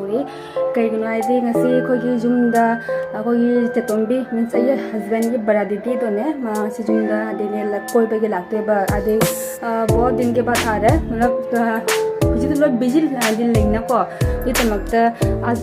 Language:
Manipuri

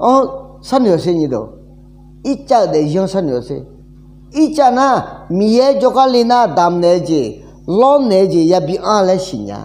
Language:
Akha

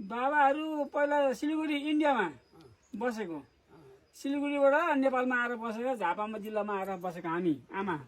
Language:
Nepali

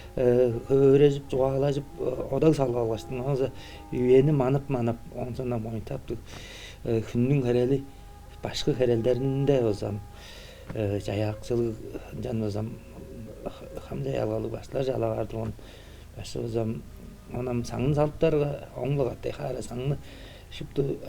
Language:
Tuvinian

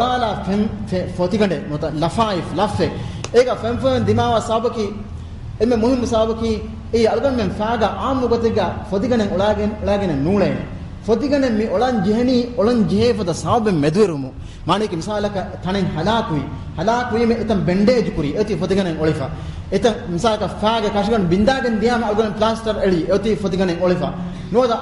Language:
Divehi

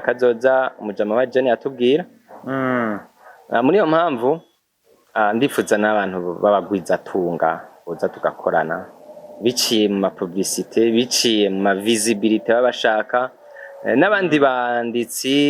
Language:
Rundi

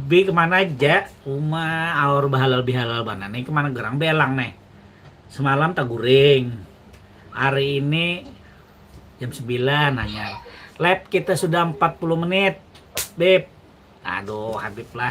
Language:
Banjar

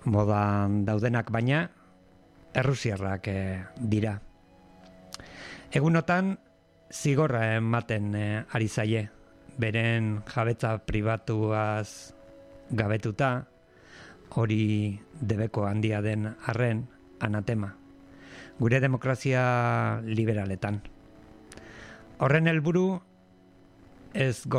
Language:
Basque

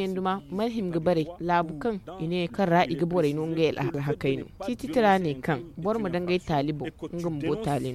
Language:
Zarma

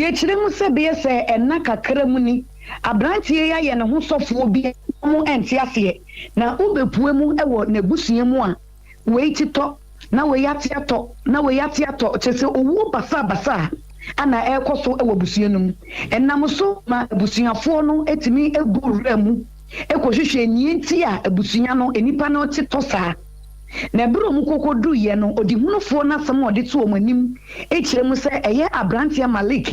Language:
Akan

